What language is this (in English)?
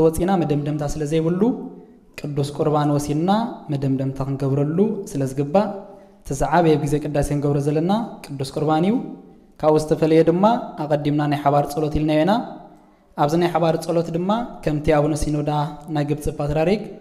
Tigrinya